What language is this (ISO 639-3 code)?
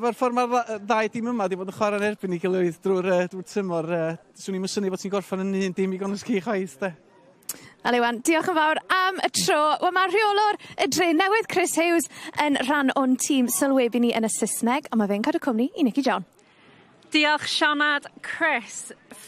cym